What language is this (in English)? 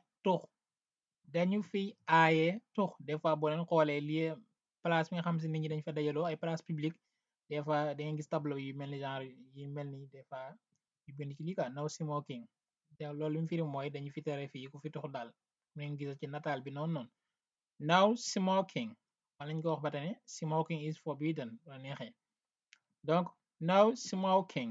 Wolof